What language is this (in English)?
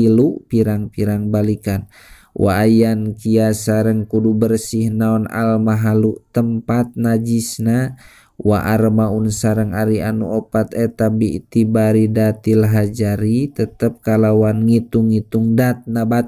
Sundanese